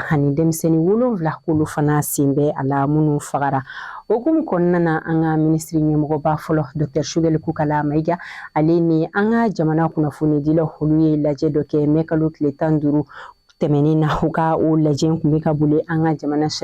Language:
Bambara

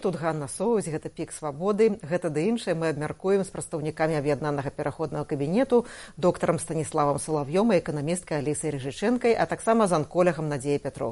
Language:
Belarusian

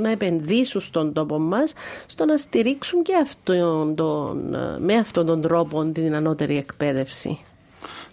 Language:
Greek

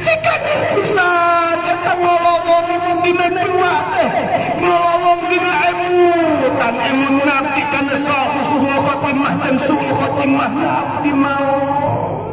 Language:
Sundanese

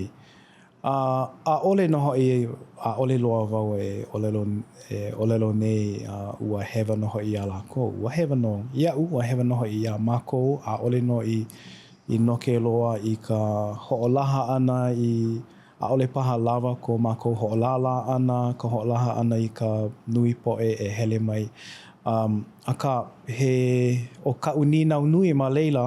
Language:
Hawaiian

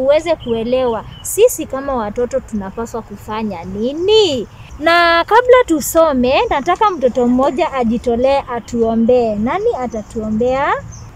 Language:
Swahili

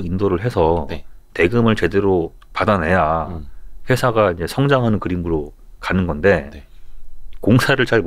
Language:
Korean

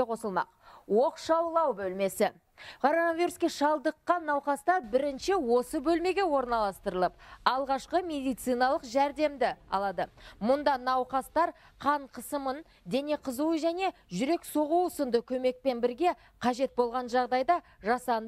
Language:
Kazakh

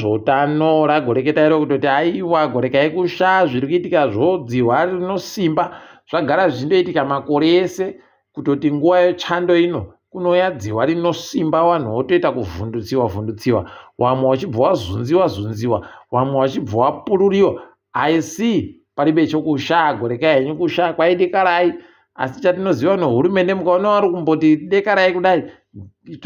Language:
Ndau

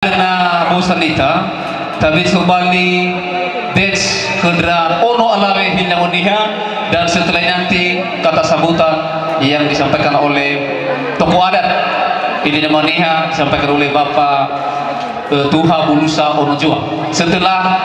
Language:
Nias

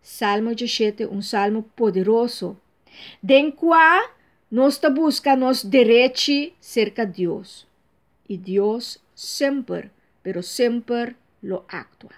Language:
Papiamento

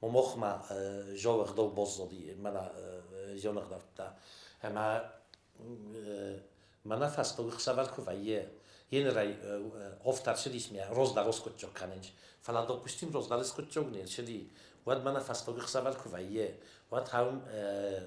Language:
Ossetic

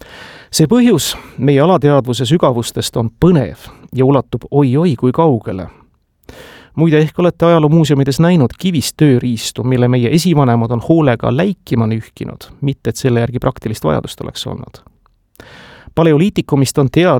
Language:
Estonian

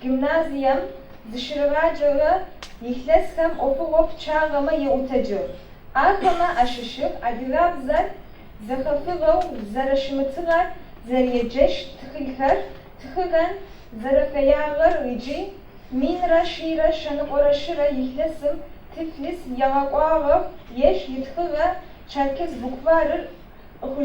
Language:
Adyghe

